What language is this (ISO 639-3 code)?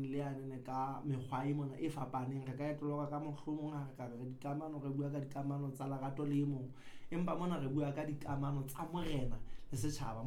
sot